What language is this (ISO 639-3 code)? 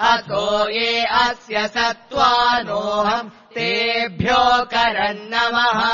san